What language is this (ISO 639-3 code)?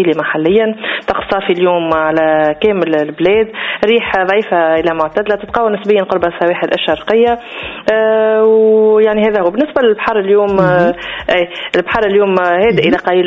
aeb